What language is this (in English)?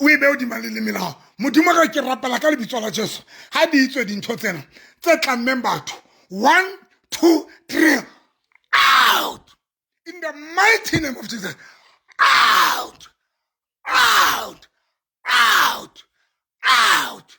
Southern Sotho